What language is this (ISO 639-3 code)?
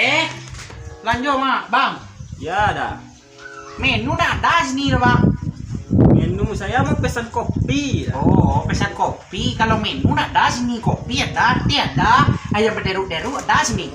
min